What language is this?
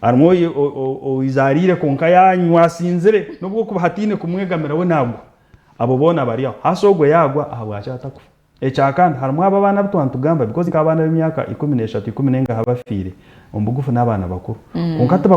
Nyankole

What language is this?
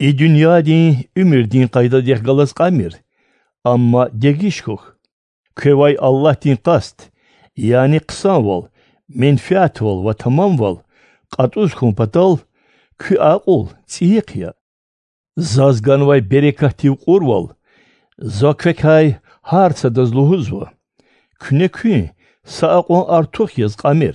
Lezghian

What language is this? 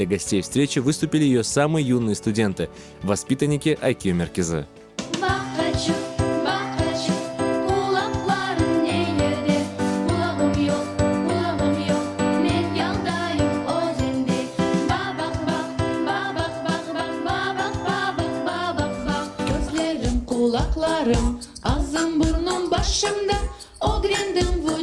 Crimean Tatar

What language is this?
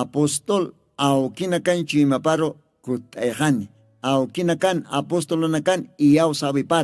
Aymara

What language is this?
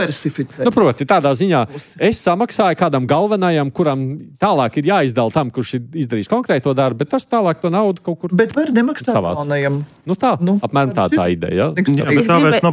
Latvian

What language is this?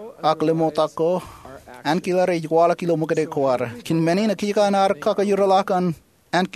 Marshallese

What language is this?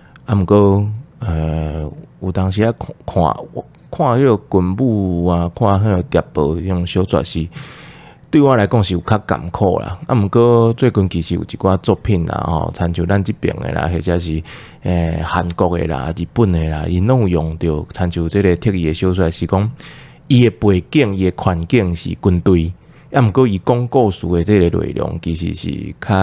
Min Nan Chinese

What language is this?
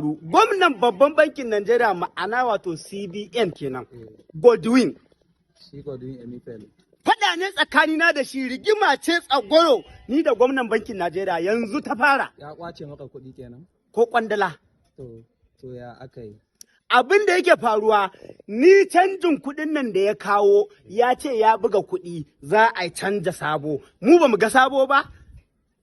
Hausa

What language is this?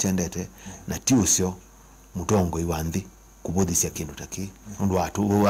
Kamba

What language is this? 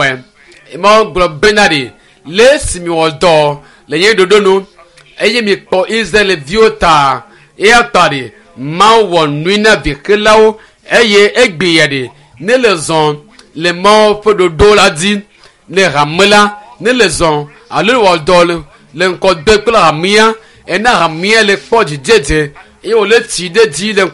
Ewe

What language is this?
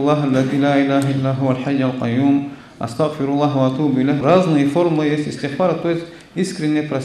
Russian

